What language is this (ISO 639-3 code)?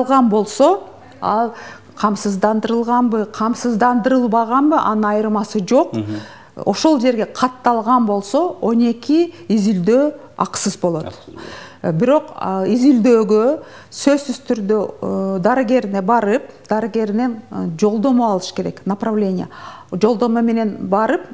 kir